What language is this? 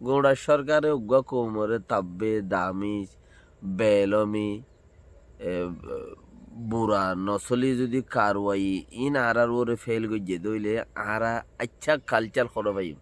Rohingya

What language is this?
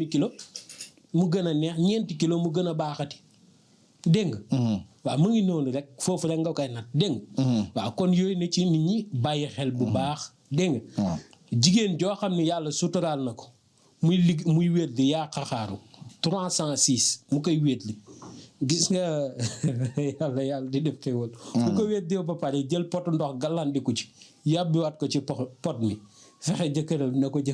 Wolof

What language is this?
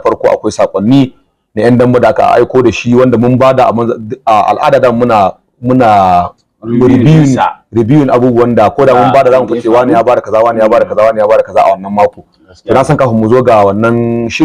Hausa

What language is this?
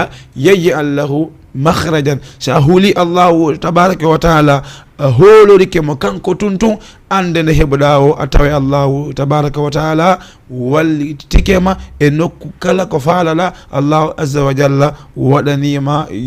Fula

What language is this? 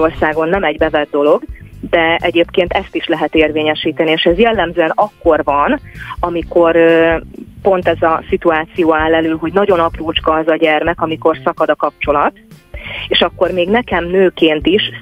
Hungarian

